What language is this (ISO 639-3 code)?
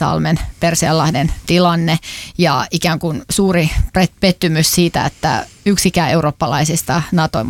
fin